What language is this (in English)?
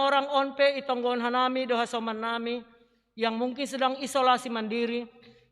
Batak Simalungun